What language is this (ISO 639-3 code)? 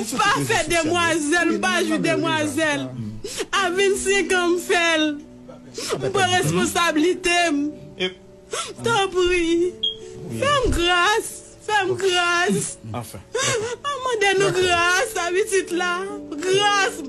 hat